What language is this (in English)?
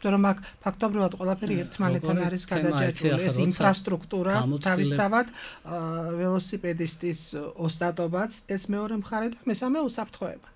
Georgian